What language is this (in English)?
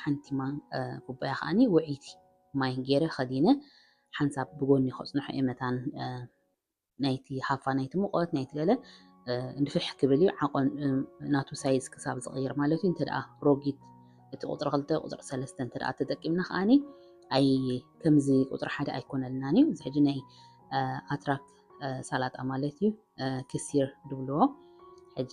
Tigrinya